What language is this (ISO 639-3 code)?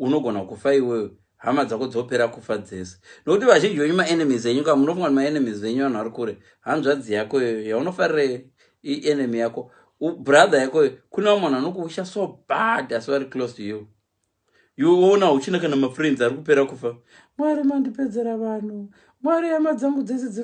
sna